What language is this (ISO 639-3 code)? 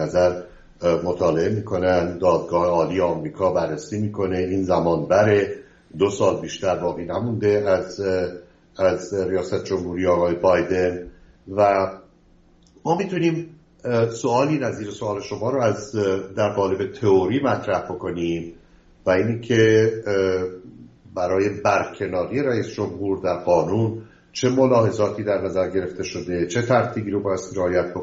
fas